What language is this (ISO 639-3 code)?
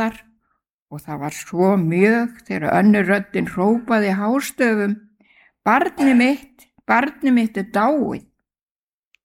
isl